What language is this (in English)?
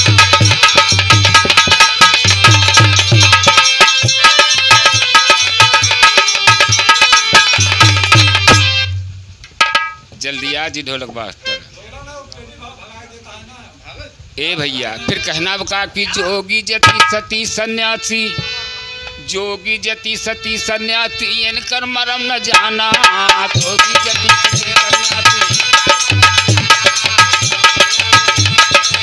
Bhojpuri